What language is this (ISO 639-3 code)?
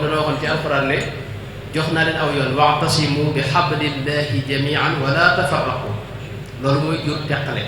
wol